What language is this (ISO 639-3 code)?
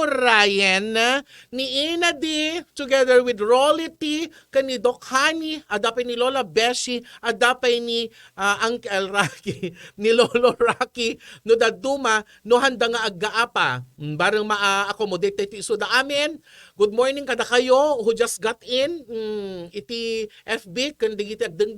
ilo